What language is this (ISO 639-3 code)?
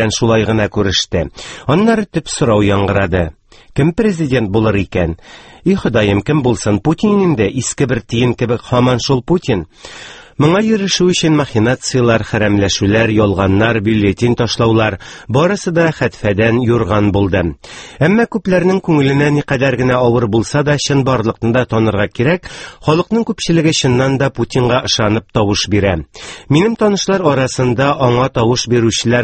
tat